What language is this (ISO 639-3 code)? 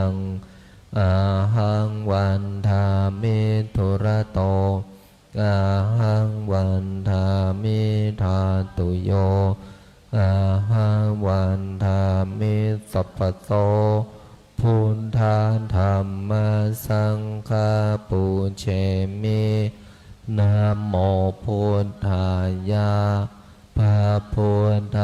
pli